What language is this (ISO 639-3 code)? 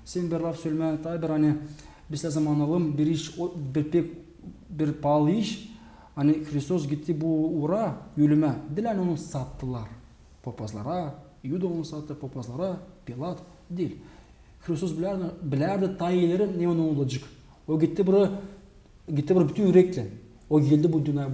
gag